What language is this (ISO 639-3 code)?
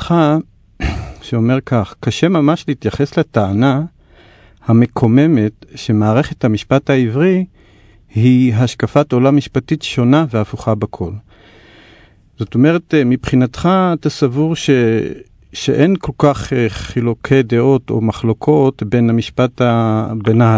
heb